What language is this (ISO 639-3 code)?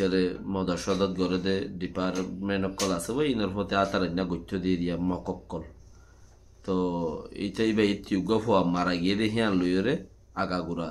rhg